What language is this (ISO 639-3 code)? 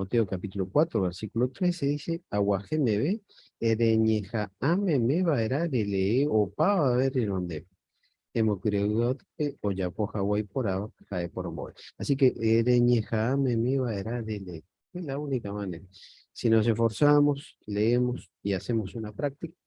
grn